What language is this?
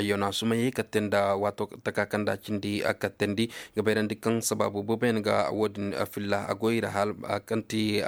Koyraboro Senni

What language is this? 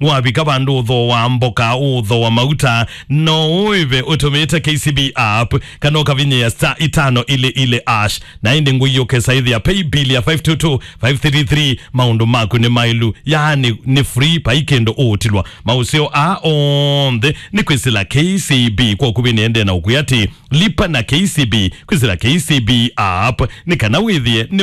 Kamba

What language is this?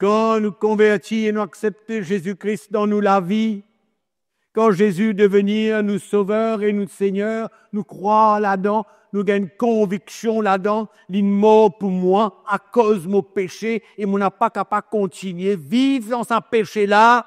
Morisyen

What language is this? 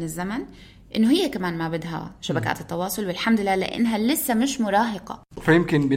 North Levantine Arabic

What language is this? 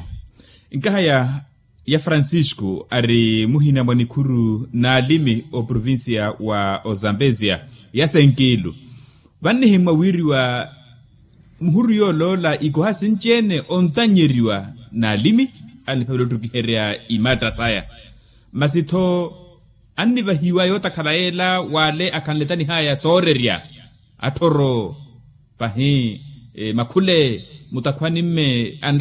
Makhuwa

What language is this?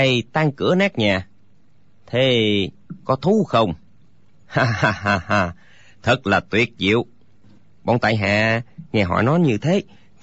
Vietnamese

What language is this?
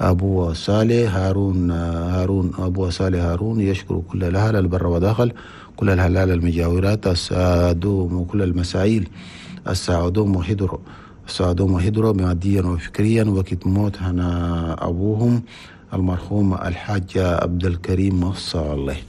Chadian Arabic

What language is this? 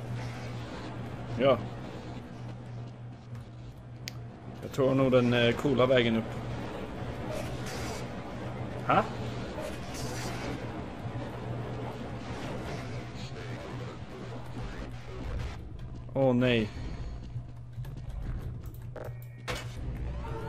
Swedish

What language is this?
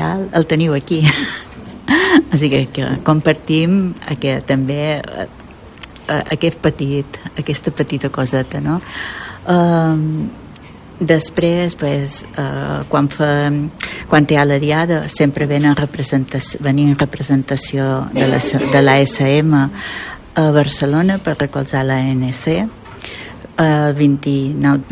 Catalan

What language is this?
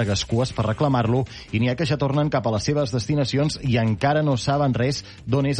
Catalan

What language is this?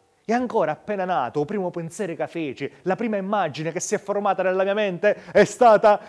Sicilian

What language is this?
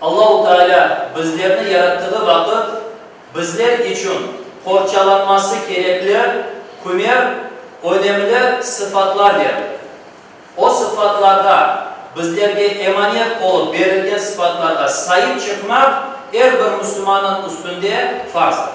Crimean Tatar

